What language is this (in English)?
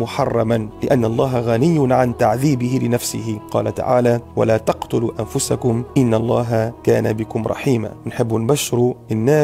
Tunisian Arabic